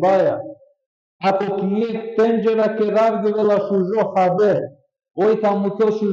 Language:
Balkan Romani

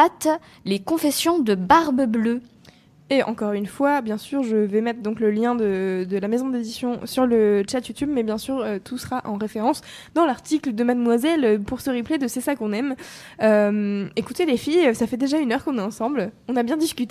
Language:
French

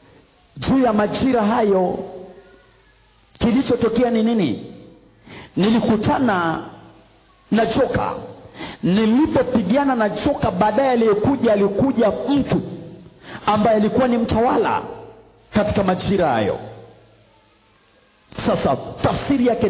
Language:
Swahili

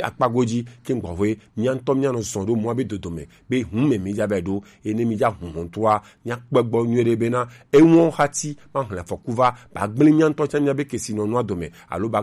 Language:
Gen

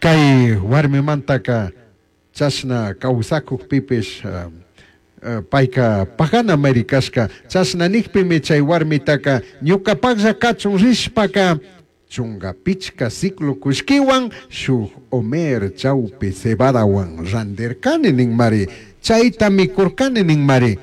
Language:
Chimborazo Highland Quichua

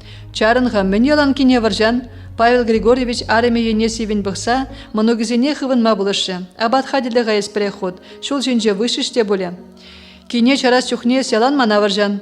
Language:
Chuvash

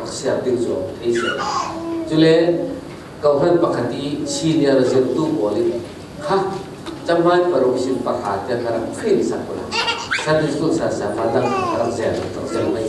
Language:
Falam Chin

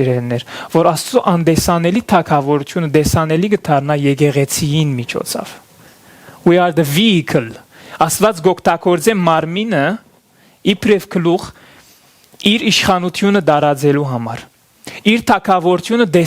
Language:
Western Armenian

